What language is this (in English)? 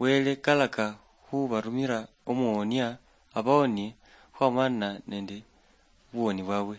Luyia